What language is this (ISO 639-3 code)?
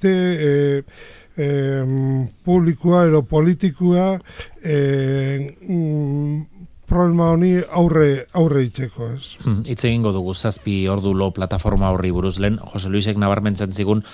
eus